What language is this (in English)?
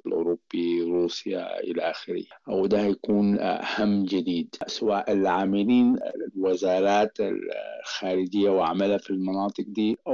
Sudanese Arabic